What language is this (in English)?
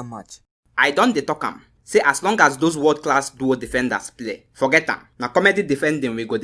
Nigerian Pidgin